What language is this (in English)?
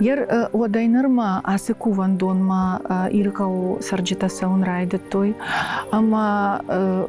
Ossetic